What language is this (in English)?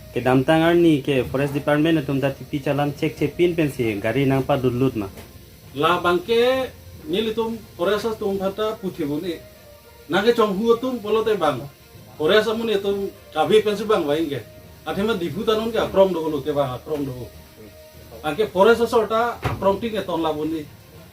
Karbi